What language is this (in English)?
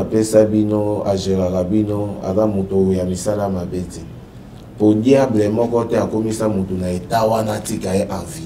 Lingala